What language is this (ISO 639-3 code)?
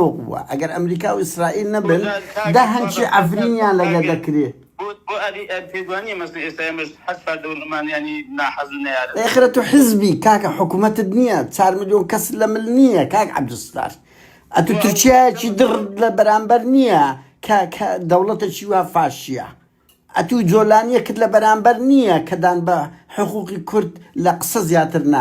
ckb